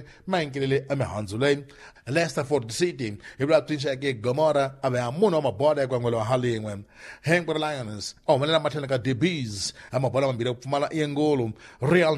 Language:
Tsonga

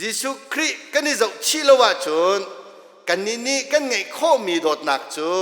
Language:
Hakha Chin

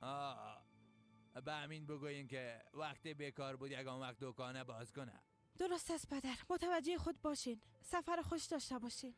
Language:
Persian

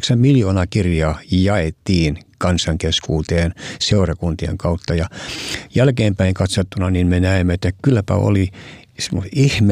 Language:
Finnish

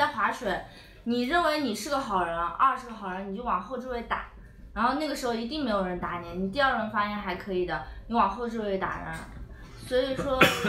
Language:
Chinese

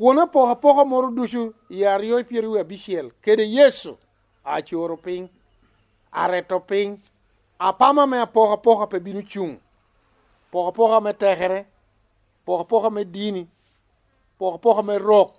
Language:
Lango (Uganda)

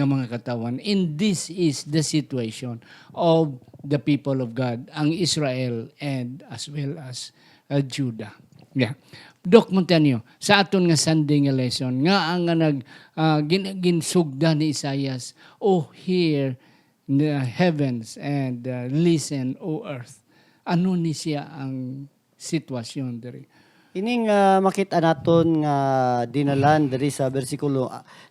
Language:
Hiligaynon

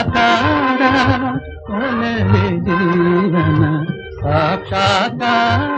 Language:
Kannada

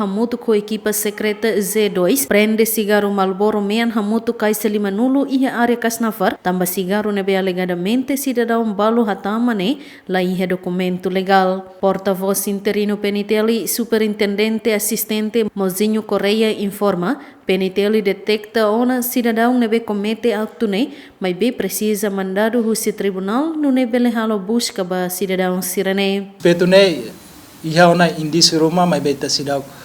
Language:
Tetum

